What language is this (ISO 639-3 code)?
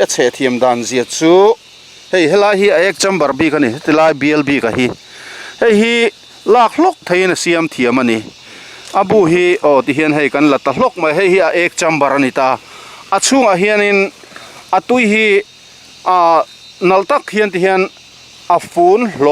lus